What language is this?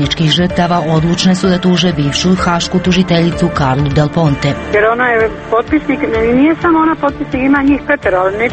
Croatian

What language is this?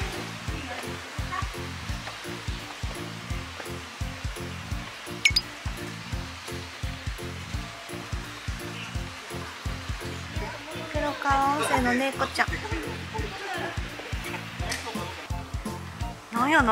Japanese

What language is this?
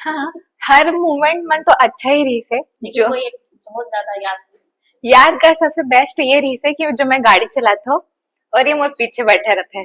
Chhattisgarhi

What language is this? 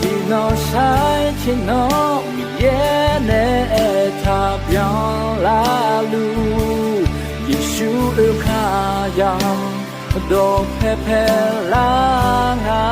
Akha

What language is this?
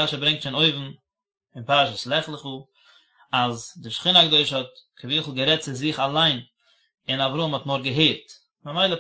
Yiddish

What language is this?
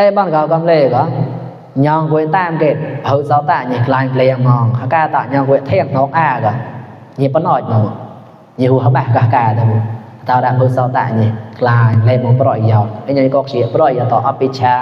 Mon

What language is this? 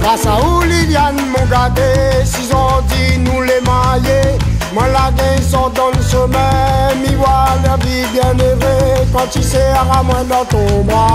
Réunion Creole French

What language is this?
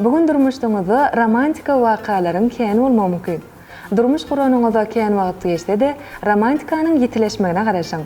Turkmen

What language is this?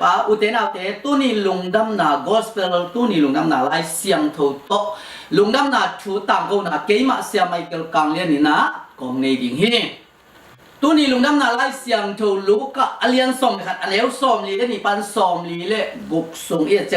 Tedim Chin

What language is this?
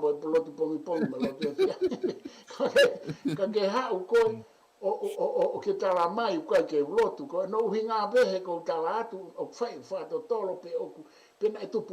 Tongan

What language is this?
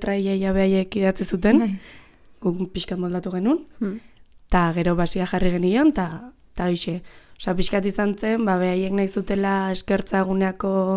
Basque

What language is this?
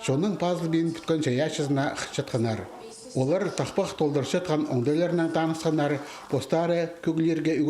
Khakas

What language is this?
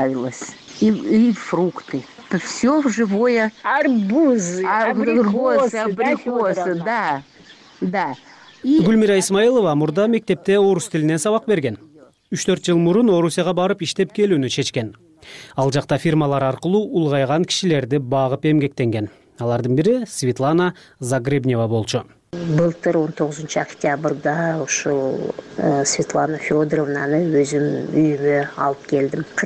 Kyrgyz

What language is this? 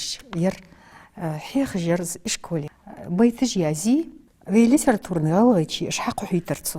Ingush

